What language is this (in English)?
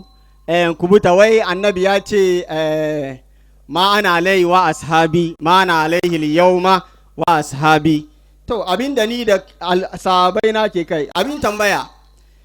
Hausa